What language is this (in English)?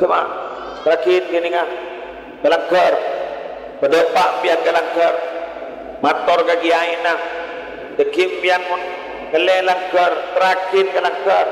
Madurese